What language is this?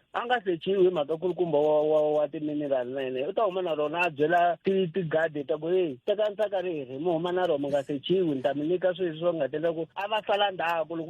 Tsonga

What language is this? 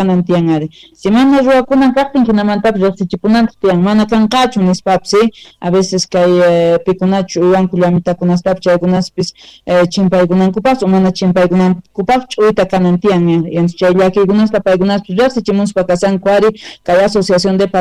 Quechua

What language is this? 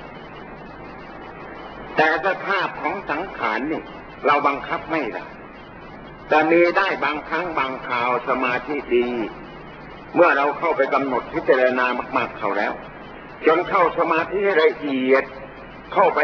Thai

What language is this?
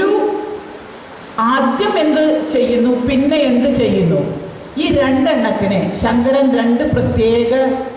Malayalam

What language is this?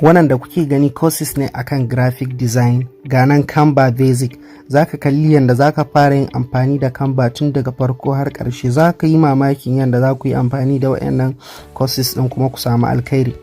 Hausa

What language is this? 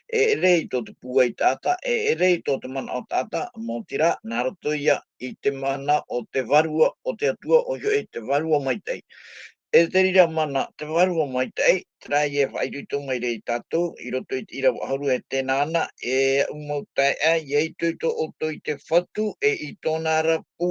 Tahitian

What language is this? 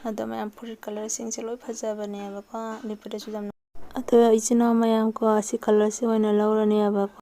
Manipuri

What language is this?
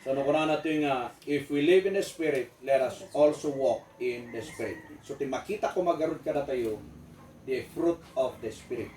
Iloko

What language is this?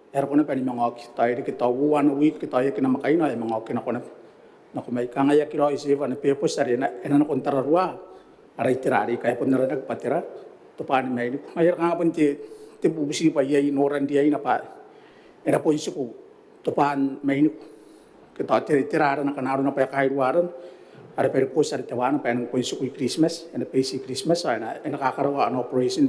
Gilbertese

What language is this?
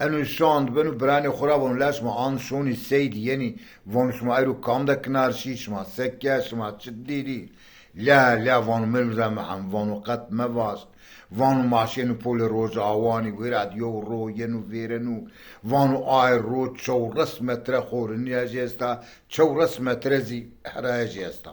Zaza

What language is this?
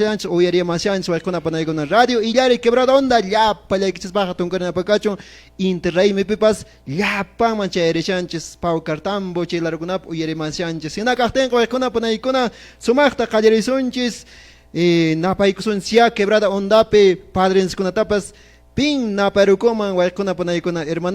Quechua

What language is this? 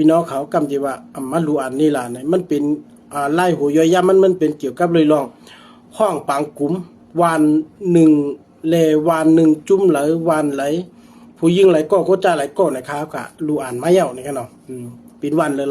Shan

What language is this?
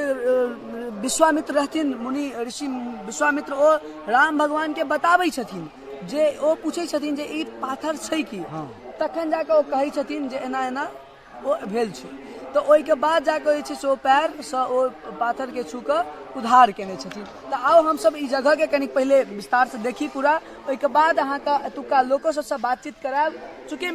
Maithili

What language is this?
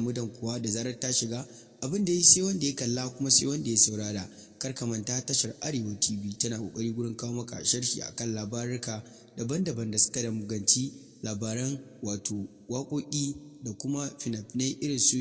Hausa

